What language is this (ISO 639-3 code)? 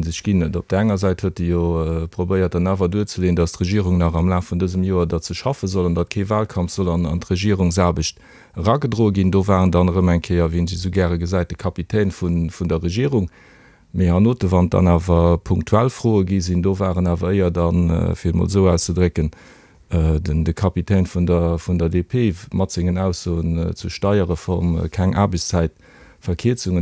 ltz